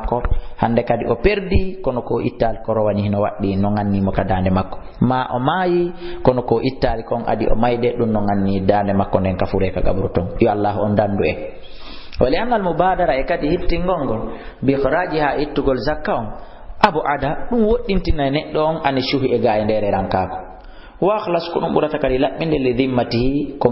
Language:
Fula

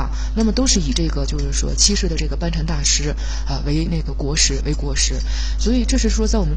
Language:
Chinese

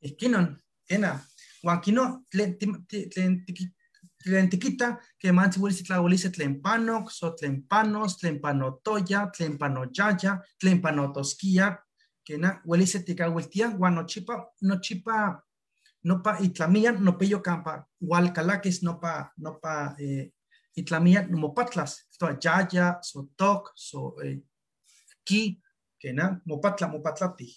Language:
Eastern Huasteca Nahuatl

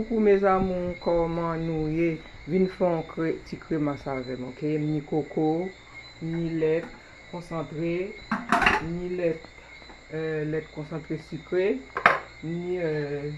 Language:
Haitian Creole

